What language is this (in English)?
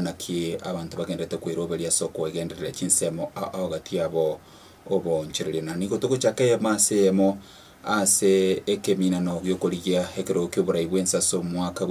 Gusii